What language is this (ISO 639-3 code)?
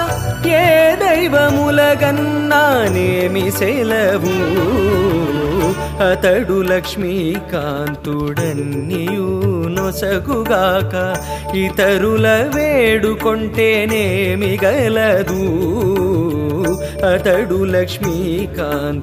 tel